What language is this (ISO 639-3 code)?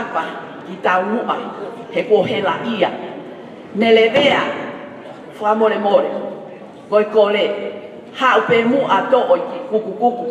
ton